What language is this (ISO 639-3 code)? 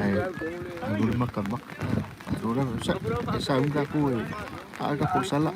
smo